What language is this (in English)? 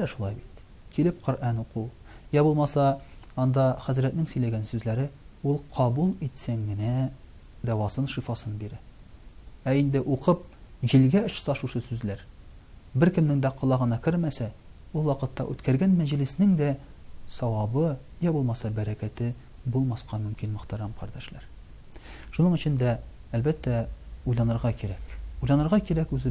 Tatar